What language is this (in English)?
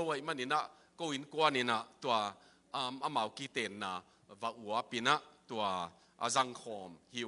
Tedim Chin